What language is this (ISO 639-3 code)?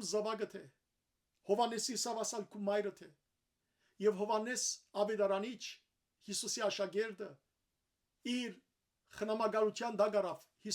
hyw